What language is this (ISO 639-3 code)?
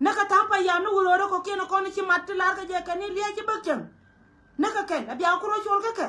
nus